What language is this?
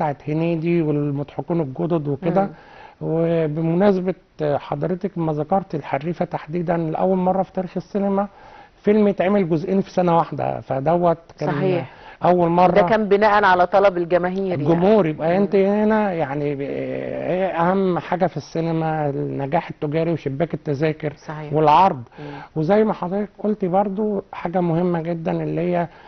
Egyptian Arabic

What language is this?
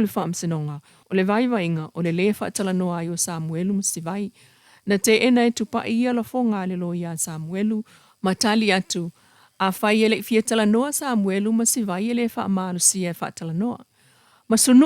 Samoan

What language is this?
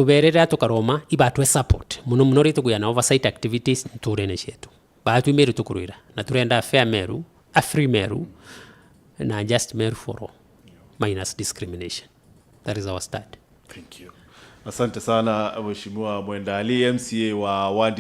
Meru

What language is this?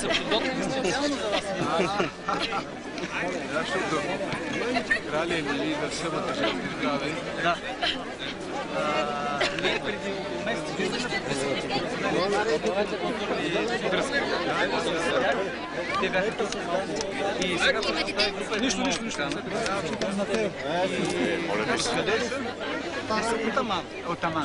Bulgarian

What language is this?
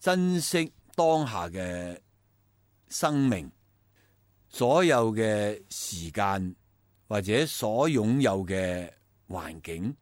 Cantonese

